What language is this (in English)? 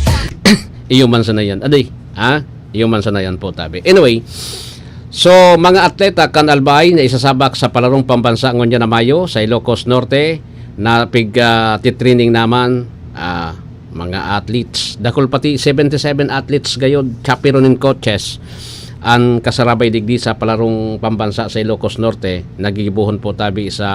Bikol